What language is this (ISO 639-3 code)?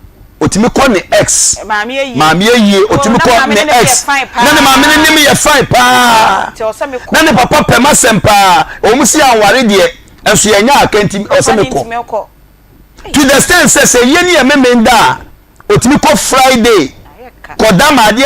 aka